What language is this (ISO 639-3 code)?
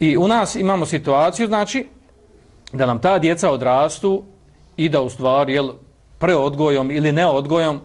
bos